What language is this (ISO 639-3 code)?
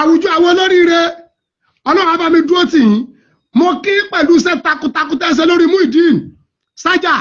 yor